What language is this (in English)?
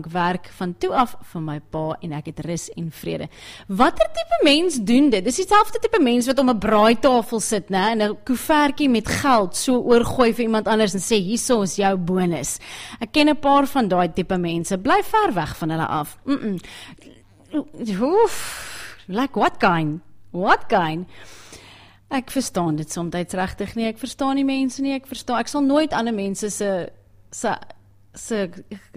Afrikaans